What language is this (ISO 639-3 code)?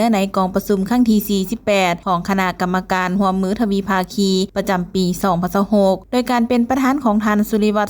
lao